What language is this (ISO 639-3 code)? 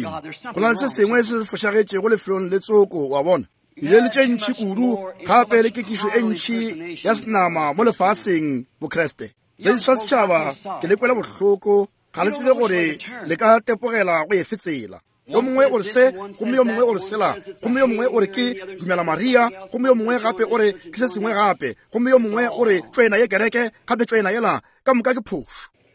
nso